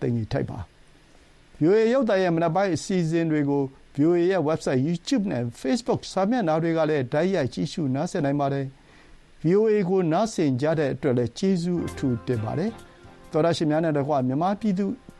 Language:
Burmese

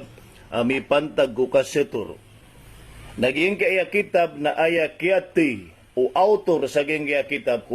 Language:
Maranao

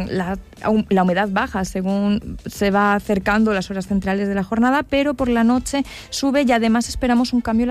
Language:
Spanish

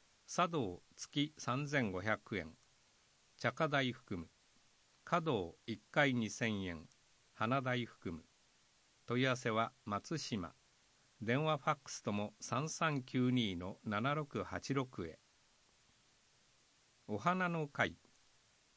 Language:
Japanese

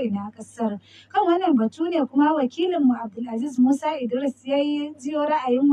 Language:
Hausa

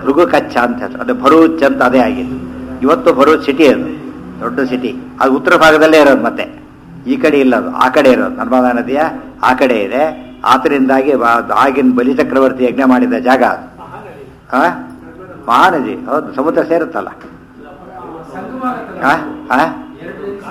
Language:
Kannada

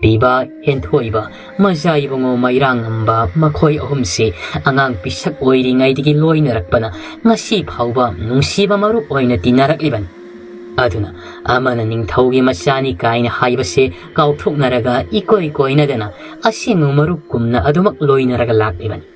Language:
Manipuri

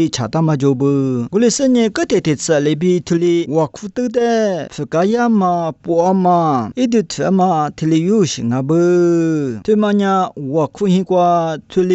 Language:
Lisu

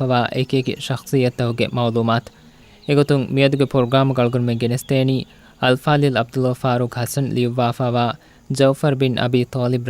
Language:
Divehi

